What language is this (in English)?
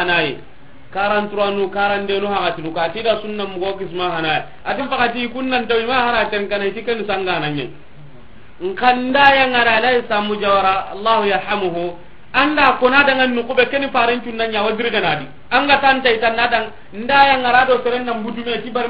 Soninke